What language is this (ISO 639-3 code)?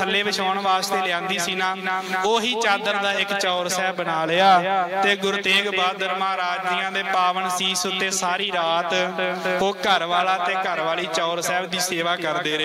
pan